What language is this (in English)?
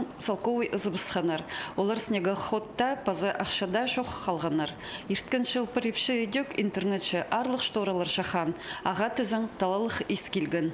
Khakas